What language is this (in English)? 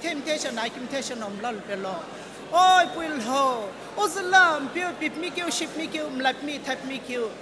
Sumi Naga